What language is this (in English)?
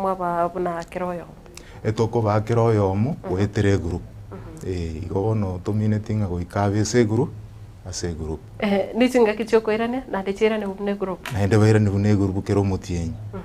Gusii